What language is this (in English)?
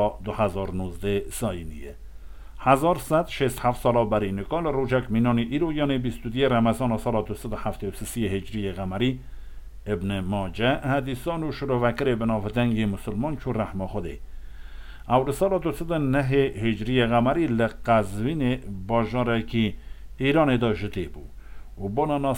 Kurdish